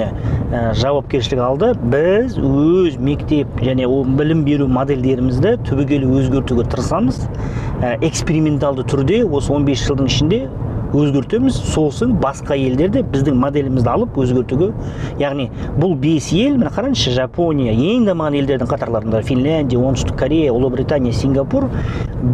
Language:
Kazakh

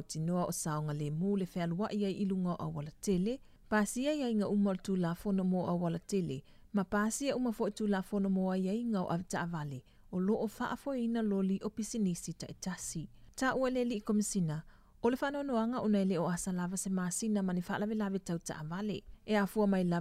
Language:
Samoan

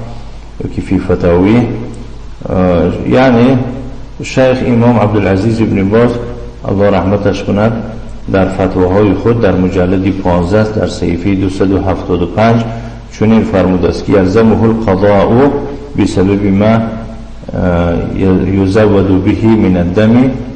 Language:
Tajik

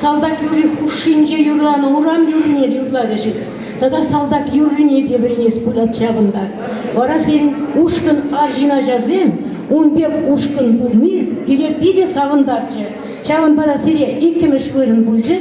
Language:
Chuvash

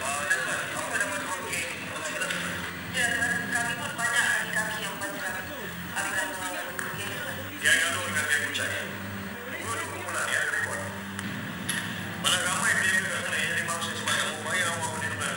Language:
Malay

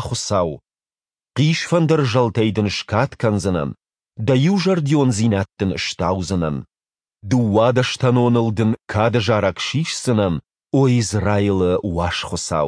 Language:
Ossetic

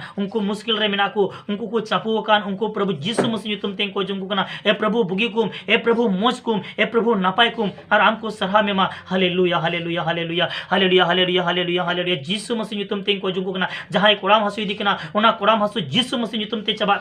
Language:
Santali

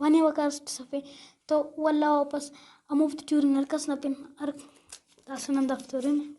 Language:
Brahui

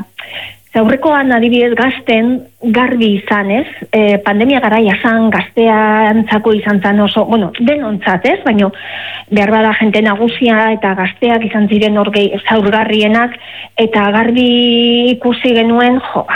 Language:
Basque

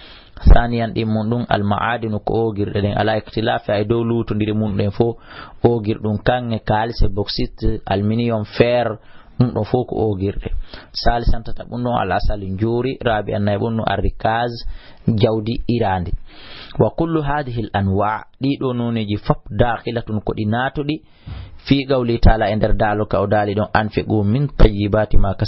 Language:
Fula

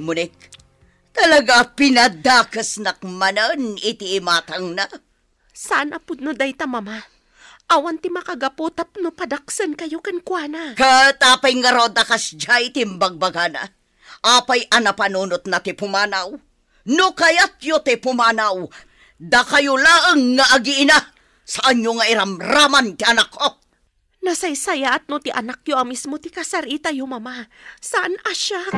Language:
Iloko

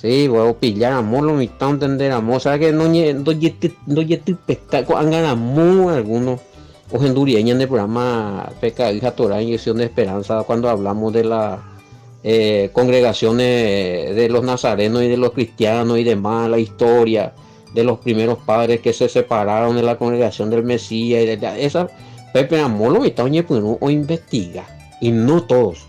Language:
Guarani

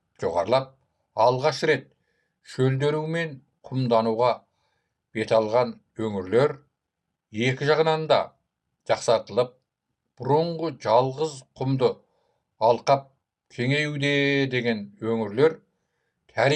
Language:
Kazakh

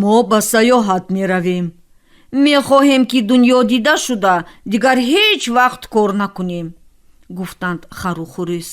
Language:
Tajik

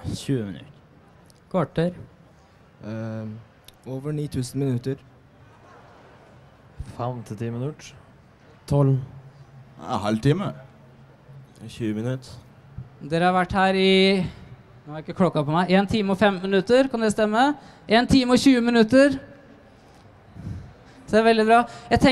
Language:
Norwegian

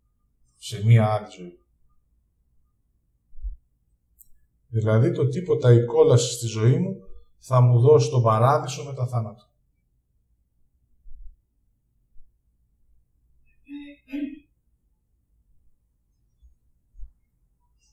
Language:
Greek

